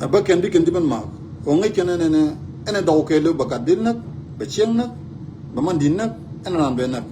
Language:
Nuer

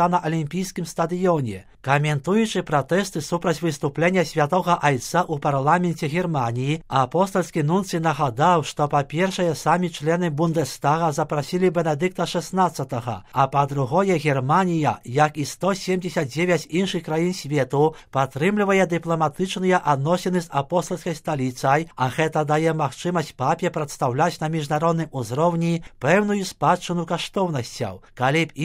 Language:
Belarusian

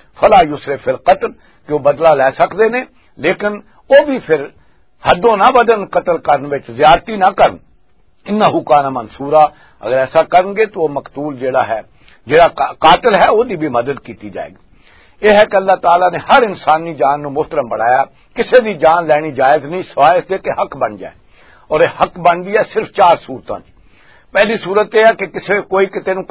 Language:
Western Panjabi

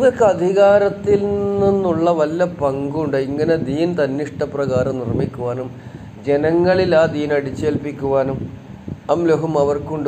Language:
Malayalam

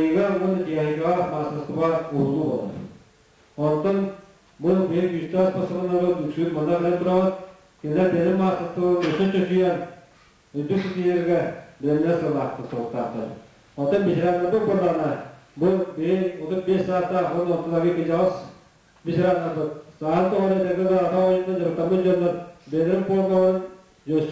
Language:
Yakut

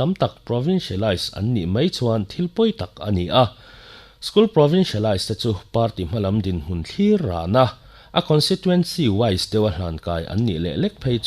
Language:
Mizo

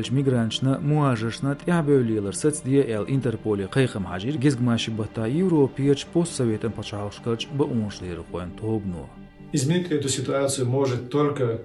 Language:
Chechen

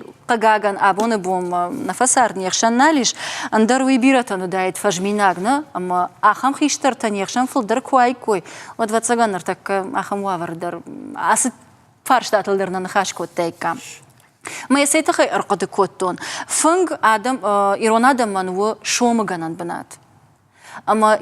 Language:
Ossetic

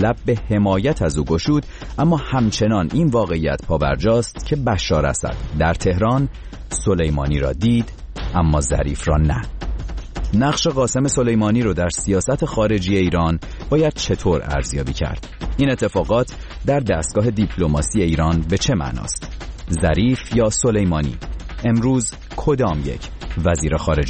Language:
Persian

